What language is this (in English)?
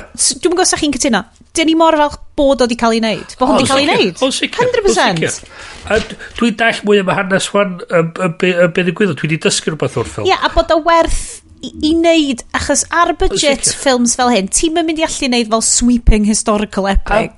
Welsh